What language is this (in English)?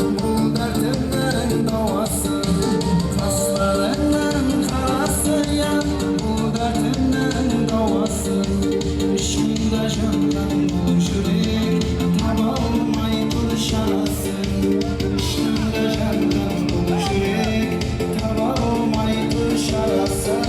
Kara-Kalpak